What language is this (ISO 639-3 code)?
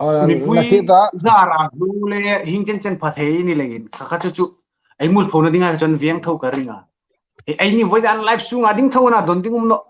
hmr